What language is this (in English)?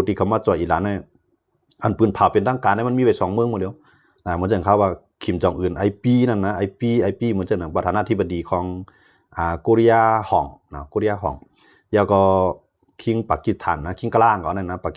Shan